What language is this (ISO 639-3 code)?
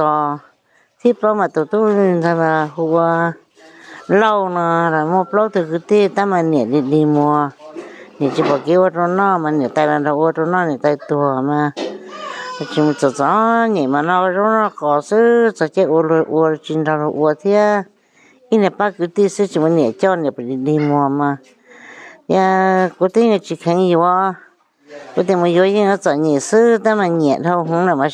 hmn